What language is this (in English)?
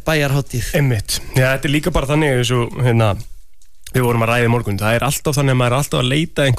Icelandic